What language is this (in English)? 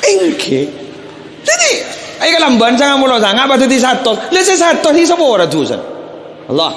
Madurese